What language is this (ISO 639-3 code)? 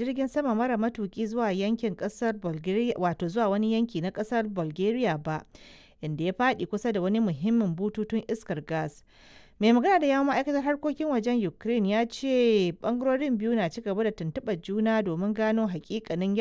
hau